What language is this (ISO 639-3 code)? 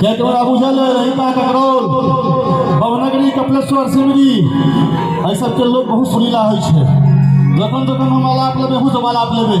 mai